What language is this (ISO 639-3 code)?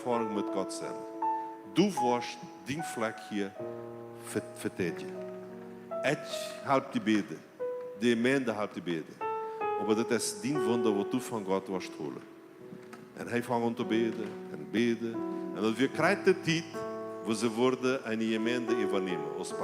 pdt